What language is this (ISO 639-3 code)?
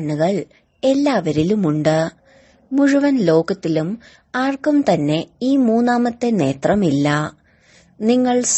mal